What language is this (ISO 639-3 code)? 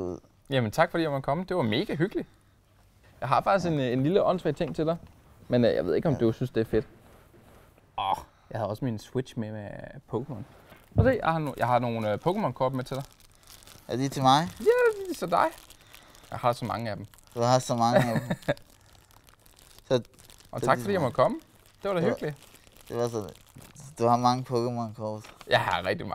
dan